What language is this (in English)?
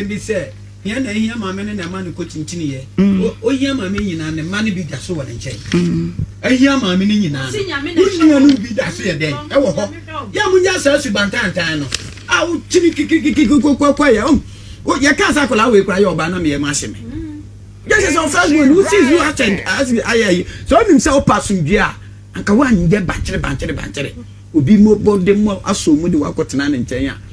Akan